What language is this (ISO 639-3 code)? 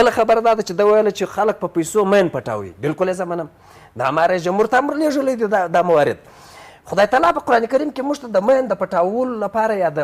pus